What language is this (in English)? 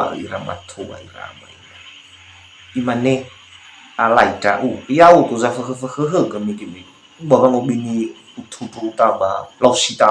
Nias